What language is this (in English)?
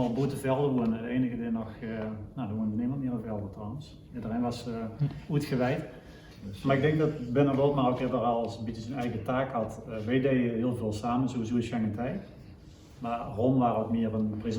Limburgish